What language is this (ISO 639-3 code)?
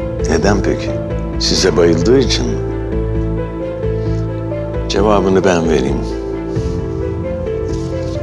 tur